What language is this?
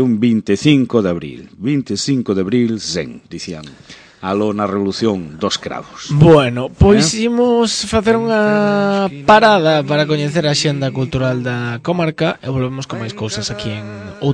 Galician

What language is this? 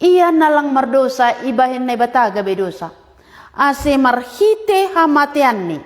Batak Simalungun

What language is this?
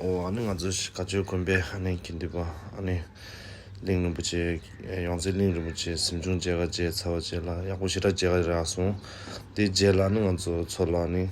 Tibetan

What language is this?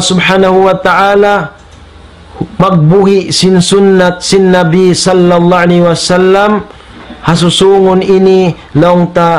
Tausug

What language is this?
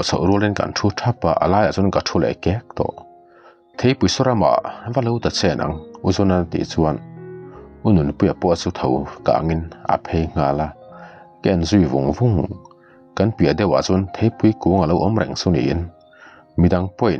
Mizo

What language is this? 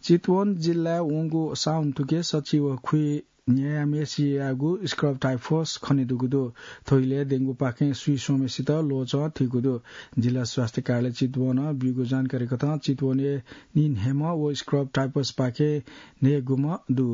Newari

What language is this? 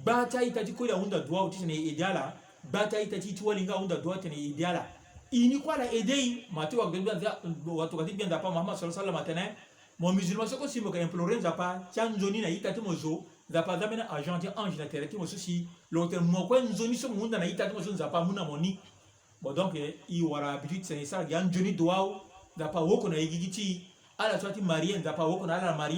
Sango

